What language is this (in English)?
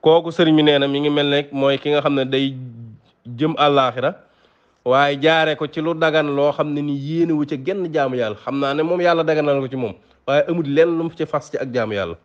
Wolof